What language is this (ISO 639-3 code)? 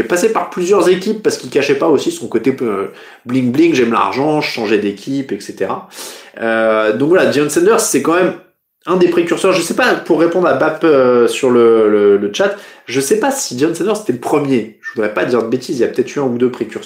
fra